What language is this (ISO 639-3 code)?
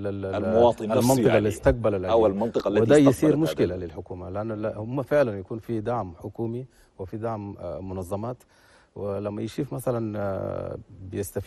shu